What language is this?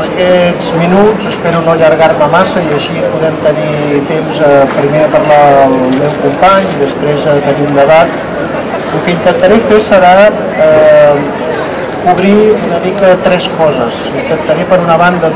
Catalan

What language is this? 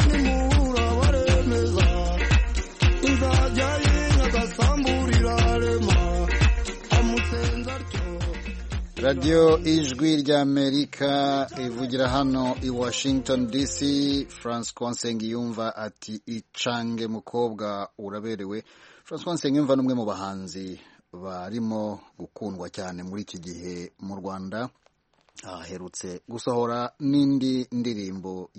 Kinyarwanda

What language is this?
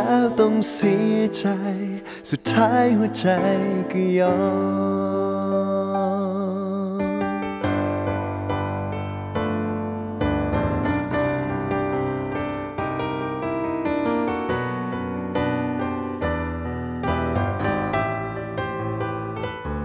Thai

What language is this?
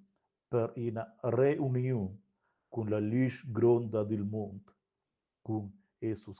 Romansh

